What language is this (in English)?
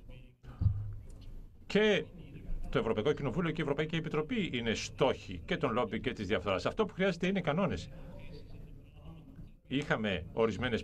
Greek